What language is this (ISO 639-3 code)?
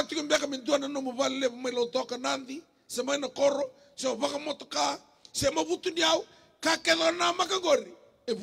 fij